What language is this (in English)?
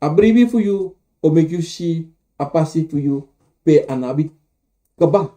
Sranan Tongo